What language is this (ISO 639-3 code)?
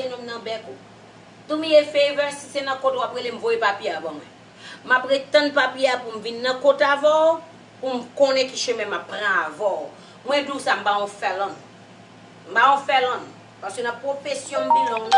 hat